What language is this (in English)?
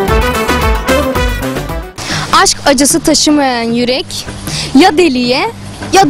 Turkish